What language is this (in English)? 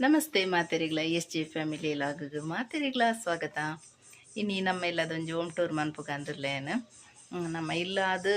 Tulu